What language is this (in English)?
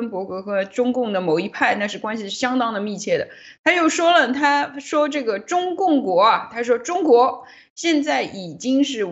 Chinese